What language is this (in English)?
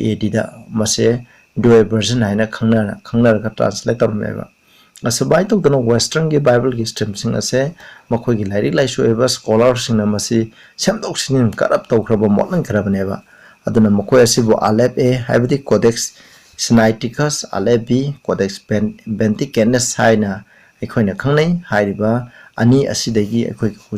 Manipuri